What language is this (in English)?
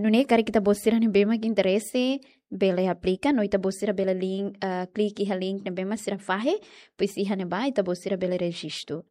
Tetum